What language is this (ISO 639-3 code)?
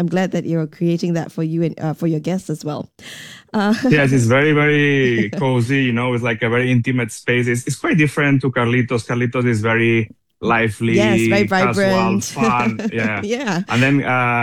eng